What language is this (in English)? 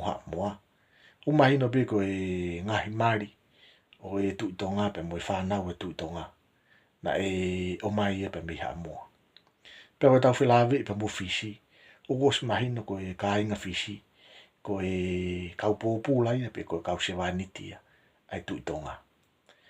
Tongan